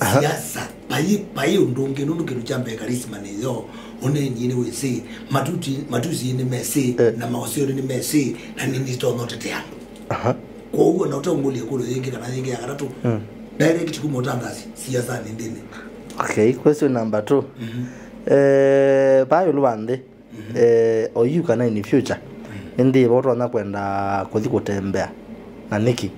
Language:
Kamba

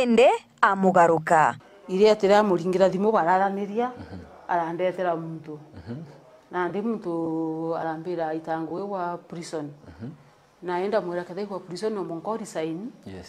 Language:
Meru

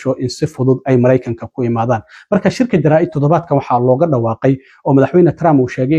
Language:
Somali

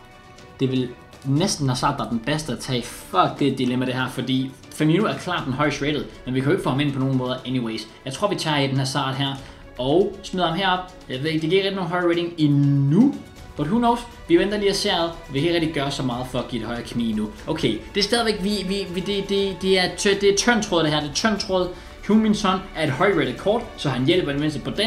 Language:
Danish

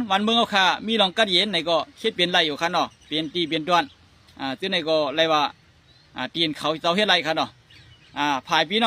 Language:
Shan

